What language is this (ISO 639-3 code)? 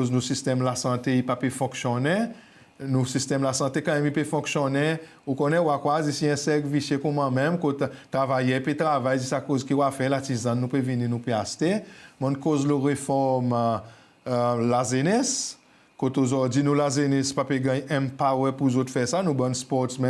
crs